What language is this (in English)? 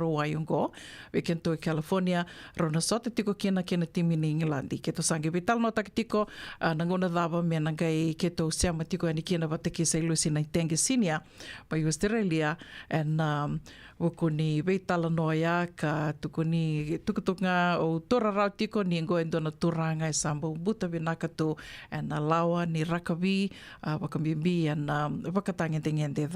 Fijian